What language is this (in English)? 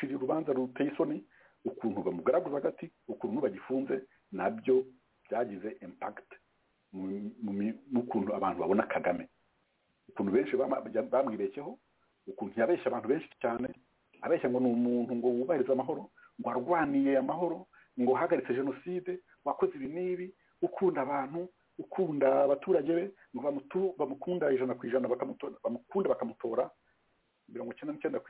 Kinyarwanda